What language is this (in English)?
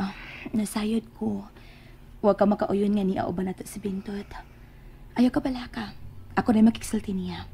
Cebuano